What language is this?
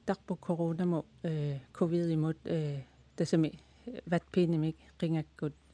Kalaallisut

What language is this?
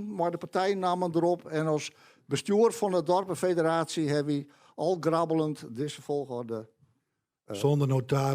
Western Frisian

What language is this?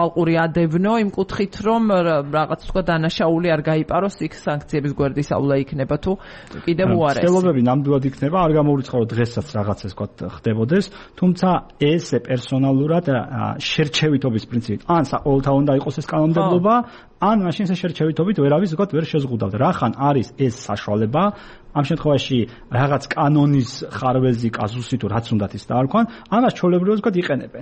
Georgian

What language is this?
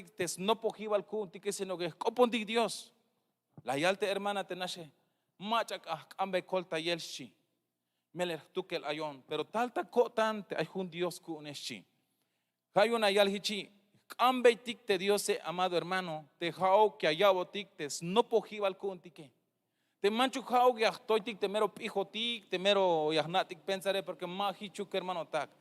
Tzeltal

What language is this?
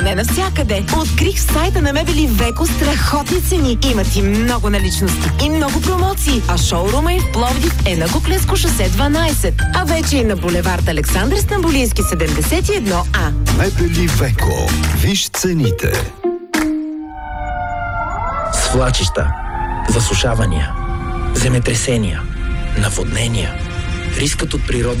Bulgarian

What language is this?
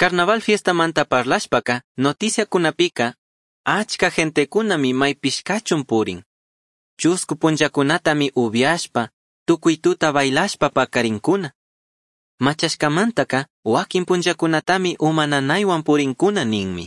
Chimborazo Highland Quichua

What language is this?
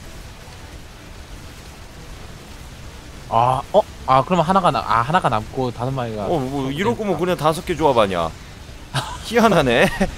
Korean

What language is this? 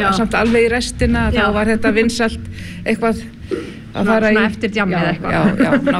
Icelandic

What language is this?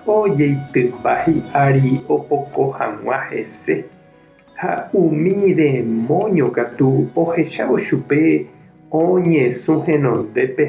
Guarani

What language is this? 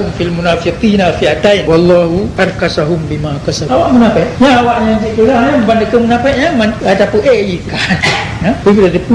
Achinese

